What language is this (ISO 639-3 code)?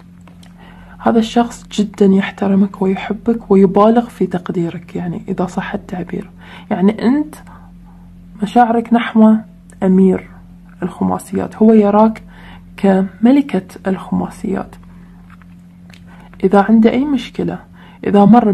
ara